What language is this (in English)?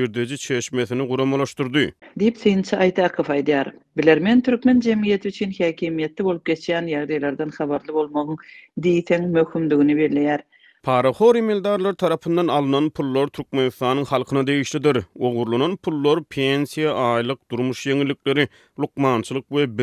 Turkmen